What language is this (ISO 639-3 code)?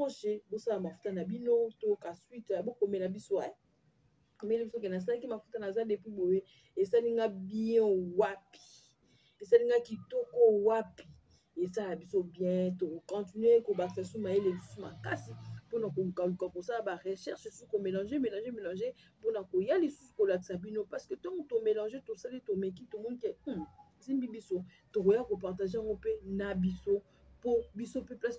lin